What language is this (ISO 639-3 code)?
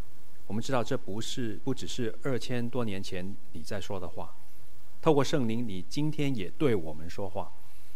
zho